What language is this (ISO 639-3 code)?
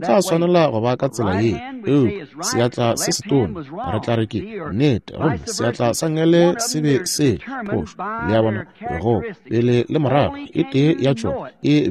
nso